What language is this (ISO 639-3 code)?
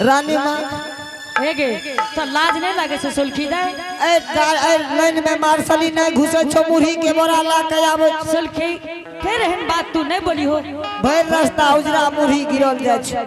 anp